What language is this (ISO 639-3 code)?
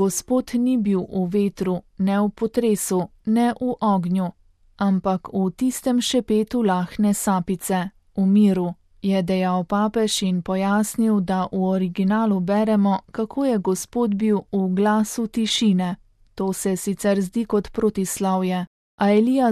slv